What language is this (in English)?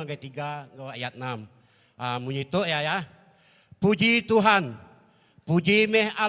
Iban